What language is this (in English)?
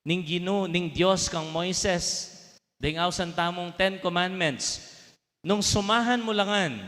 Pampanga